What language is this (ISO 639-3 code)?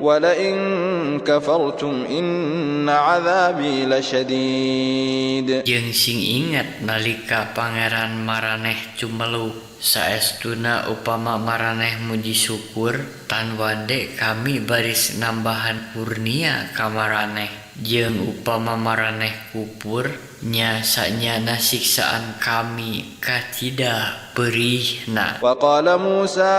sun